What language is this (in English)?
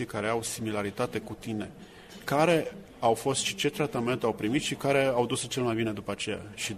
Romanian